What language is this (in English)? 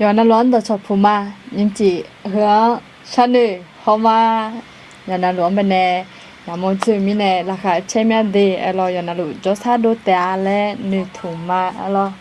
Akha